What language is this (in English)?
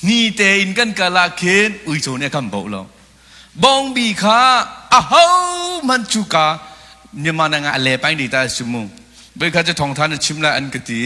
Hakha Chin